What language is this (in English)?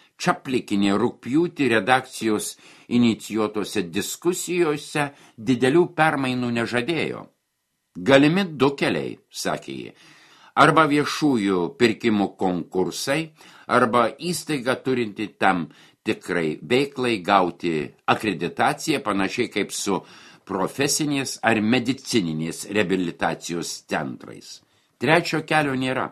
Lithuanian